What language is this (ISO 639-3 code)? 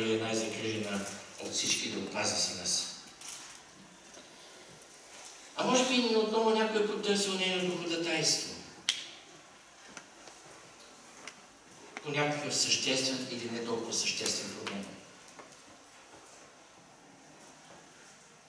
bul